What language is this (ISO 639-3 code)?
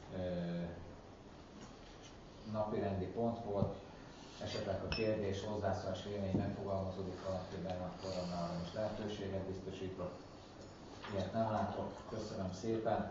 hun